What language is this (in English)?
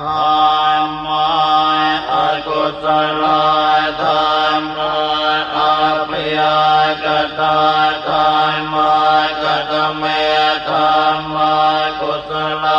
Pali